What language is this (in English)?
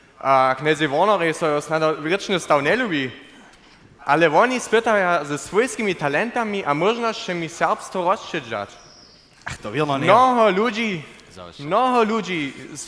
Upper Sorbian